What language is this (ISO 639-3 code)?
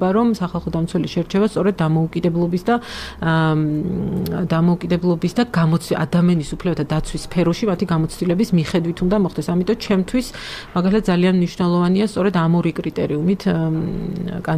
kat